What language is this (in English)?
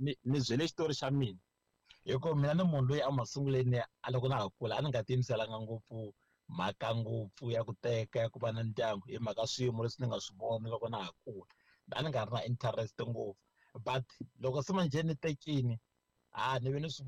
Tsonga